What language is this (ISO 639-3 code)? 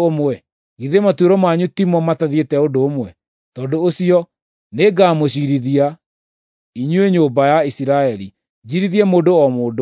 kik